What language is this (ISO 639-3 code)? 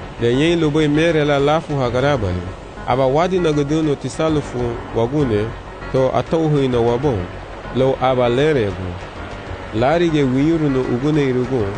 cab